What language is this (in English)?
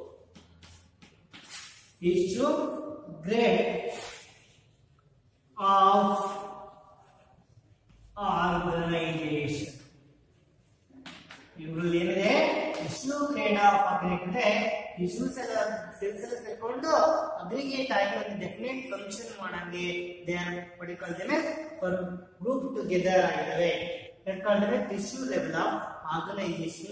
Kannada